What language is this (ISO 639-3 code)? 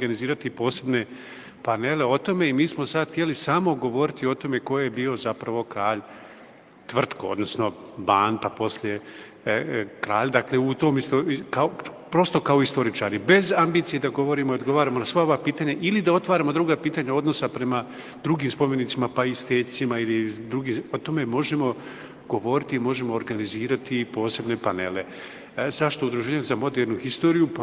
bos